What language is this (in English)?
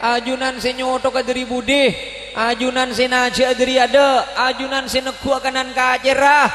Madurese